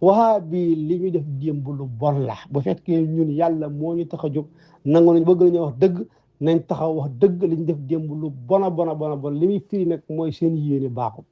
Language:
Wolof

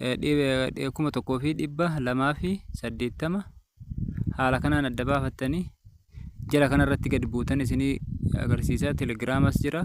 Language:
Oromo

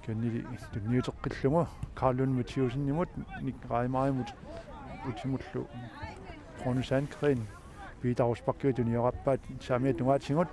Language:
Kalaallisut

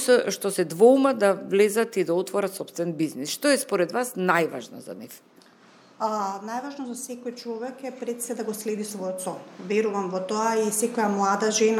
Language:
Macedonian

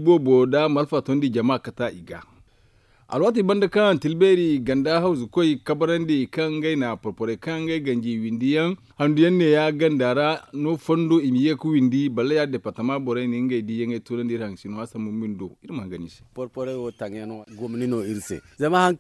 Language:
Zarma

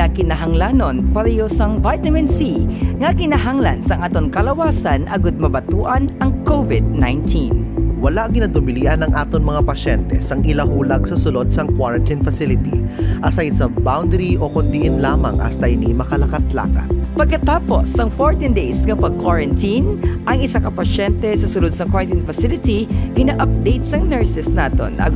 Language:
Hiligaynon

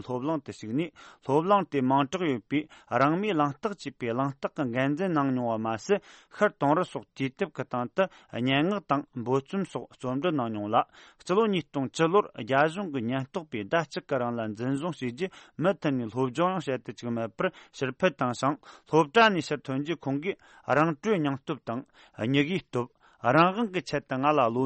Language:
Tibetan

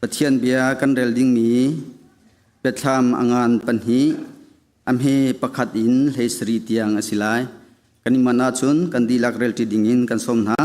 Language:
Hakha Chin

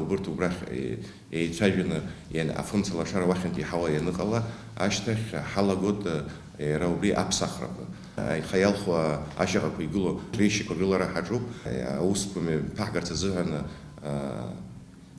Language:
Abkhazian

